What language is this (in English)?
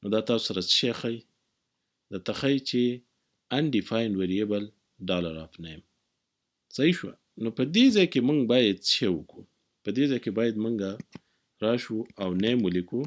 Pashto